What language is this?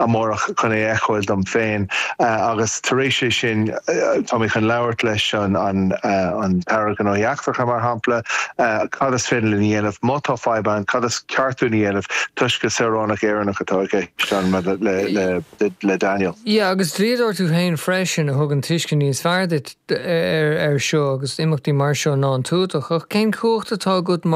Irish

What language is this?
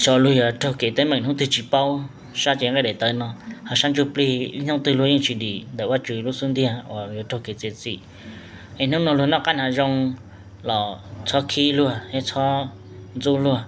Hmong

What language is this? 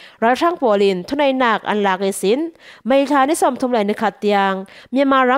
Falam Chin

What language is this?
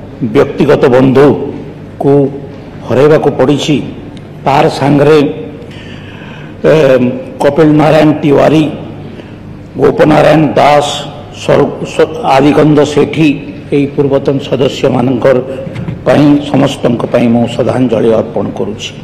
Odia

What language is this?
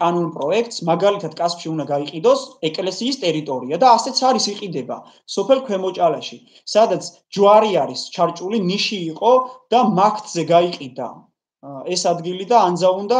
Georgian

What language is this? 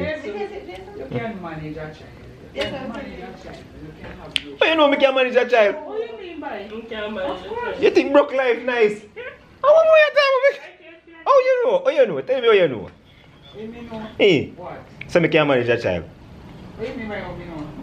Jamaican Creole English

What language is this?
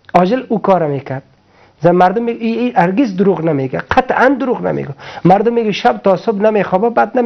Persian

